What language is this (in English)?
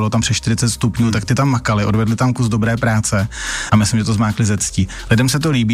Czech